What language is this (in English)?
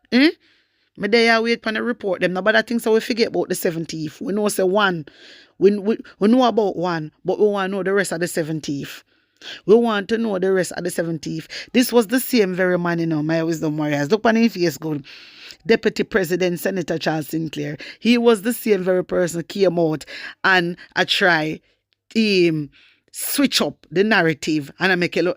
Jamaican Creole English